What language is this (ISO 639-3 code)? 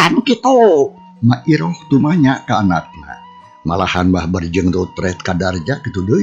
sun